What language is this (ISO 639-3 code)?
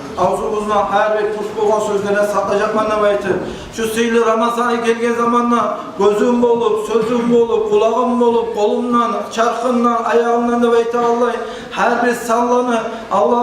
kum